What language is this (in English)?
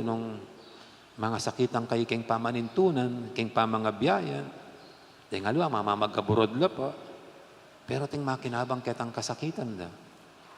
Pampanga